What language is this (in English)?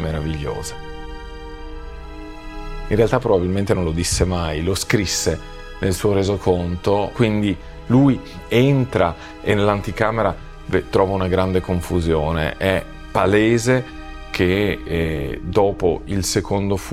Italian